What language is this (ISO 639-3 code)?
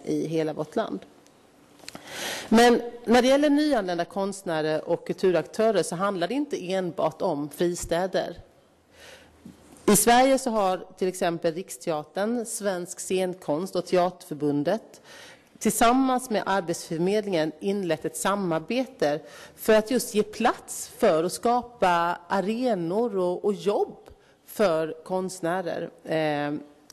swe